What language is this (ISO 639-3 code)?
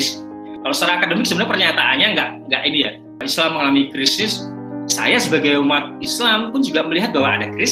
ind